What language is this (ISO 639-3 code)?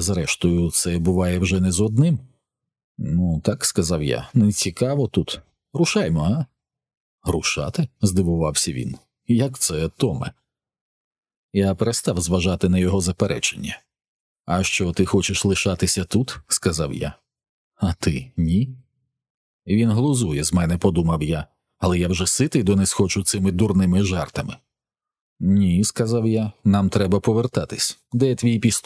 ukr